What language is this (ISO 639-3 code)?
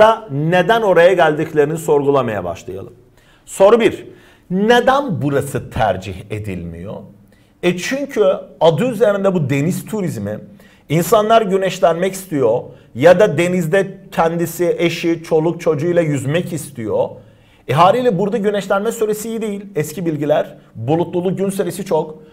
tur